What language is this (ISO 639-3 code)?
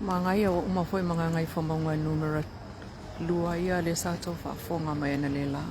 smo